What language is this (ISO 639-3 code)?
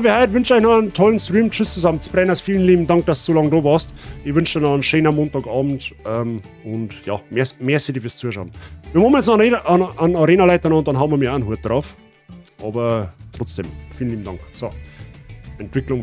bar